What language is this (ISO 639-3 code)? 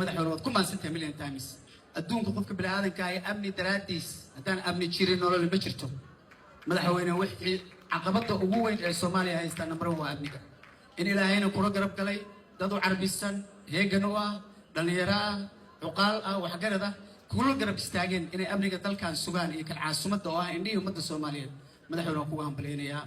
som